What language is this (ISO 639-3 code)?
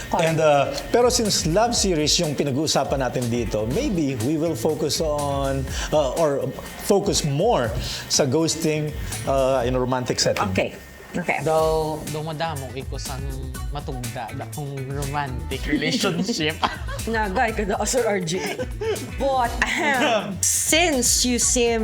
hil